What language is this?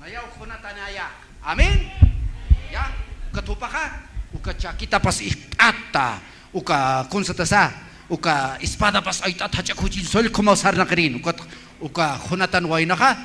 Aymara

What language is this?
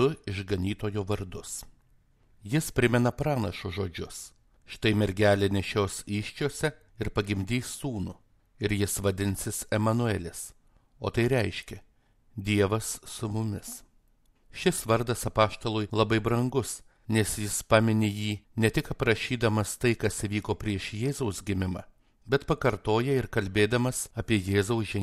Lithuanian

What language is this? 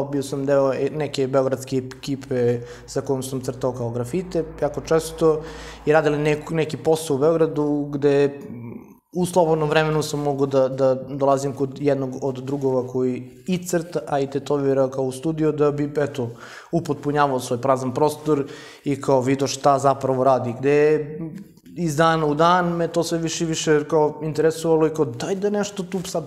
Serbian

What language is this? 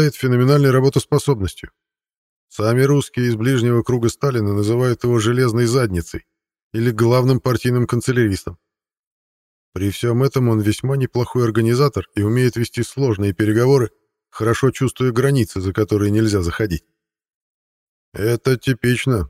Russian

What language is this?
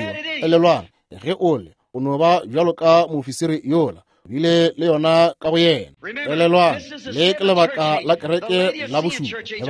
Northern Sotho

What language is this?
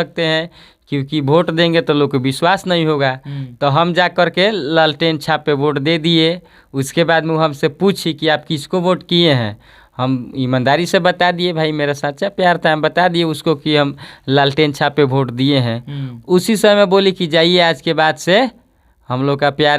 Bhojpuri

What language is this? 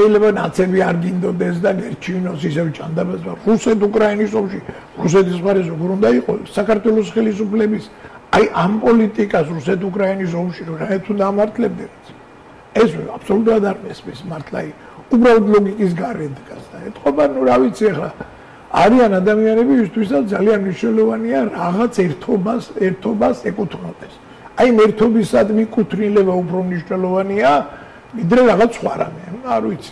Georgian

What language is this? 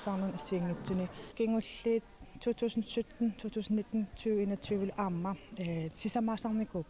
Kalaallisut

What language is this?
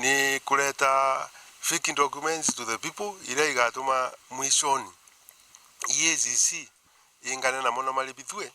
Meru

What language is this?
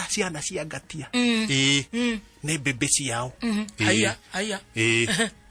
Kikuyu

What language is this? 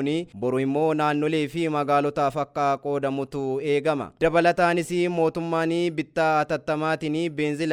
Oromo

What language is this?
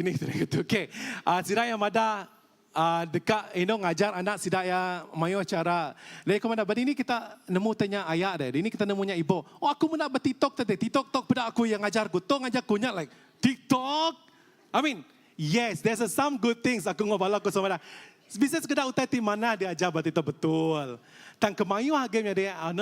Iban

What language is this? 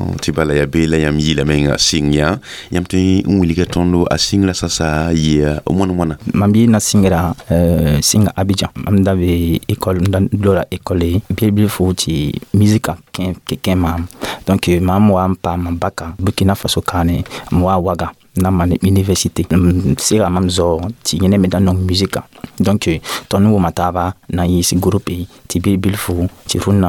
Mossi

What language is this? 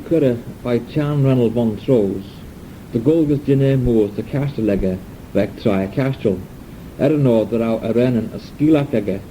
Manx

